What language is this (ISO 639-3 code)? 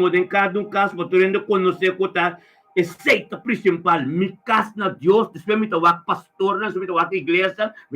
pap